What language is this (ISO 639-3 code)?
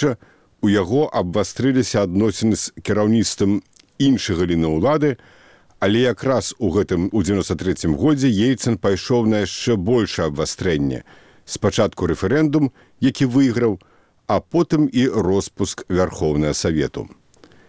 bel